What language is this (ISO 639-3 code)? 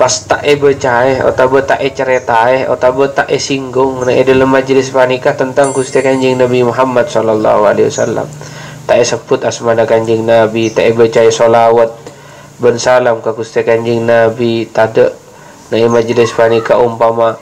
mad